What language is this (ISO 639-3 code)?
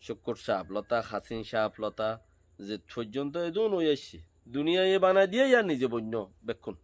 rhg